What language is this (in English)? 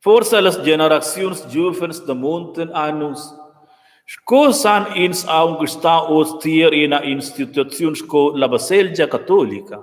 Romansh